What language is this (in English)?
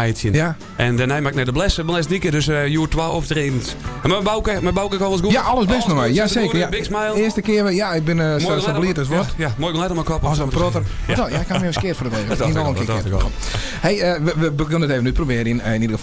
Western Frisian